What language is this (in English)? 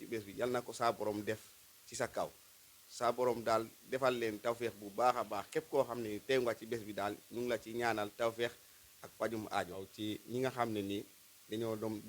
Wolof